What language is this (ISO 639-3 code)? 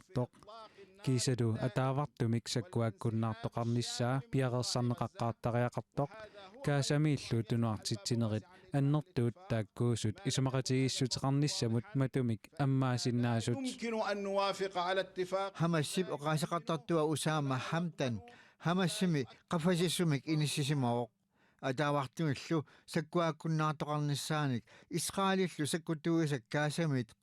kal